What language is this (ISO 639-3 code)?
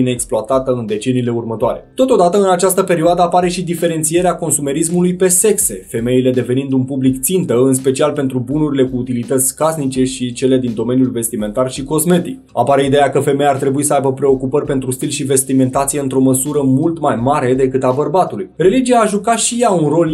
ron